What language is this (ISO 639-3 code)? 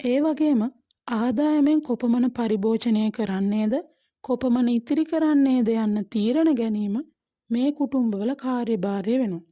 sin